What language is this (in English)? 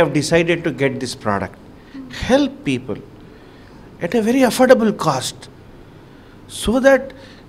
Telugu